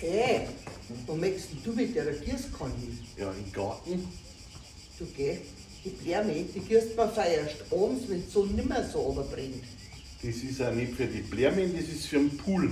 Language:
Bavarian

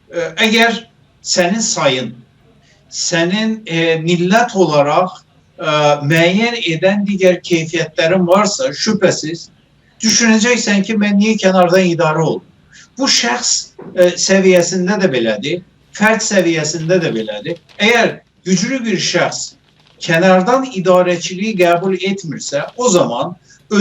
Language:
South Azerbaijani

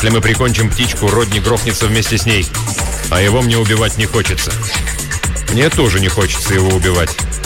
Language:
Russian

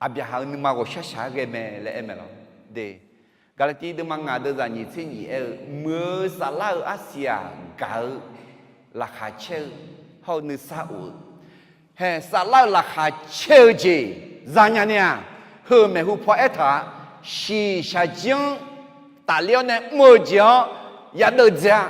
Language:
Akha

